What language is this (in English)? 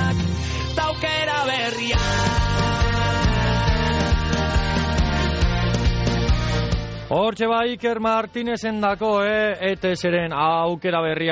Basque